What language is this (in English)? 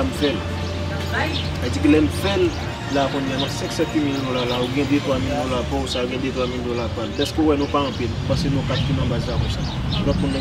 Haitian Creole